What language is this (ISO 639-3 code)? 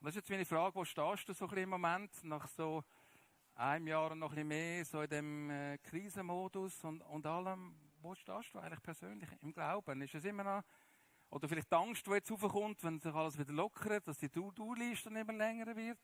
gsw